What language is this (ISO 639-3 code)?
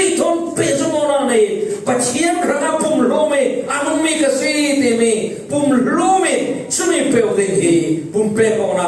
cfm